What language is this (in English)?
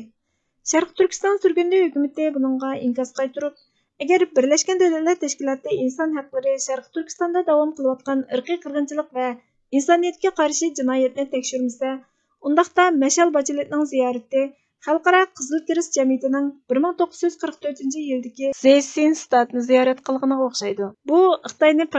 Uyghur